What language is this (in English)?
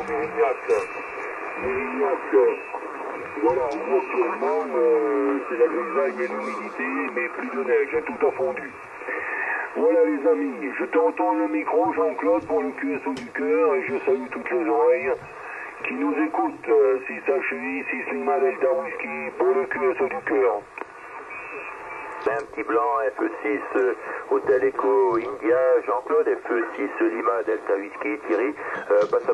French